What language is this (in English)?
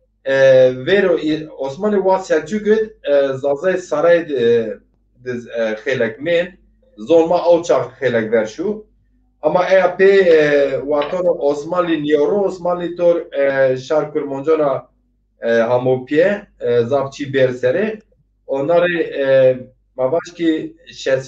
Zaza